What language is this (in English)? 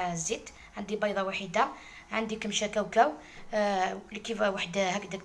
Algerian Arabic